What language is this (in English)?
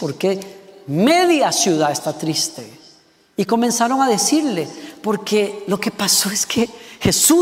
Spanish